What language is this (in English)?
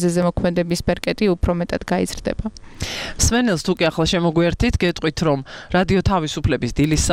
Georgian